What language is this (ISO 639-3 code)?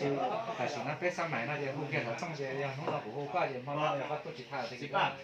hmn